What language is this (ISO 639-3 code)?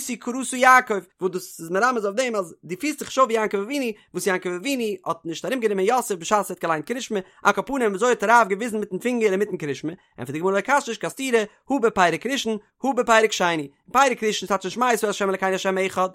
yid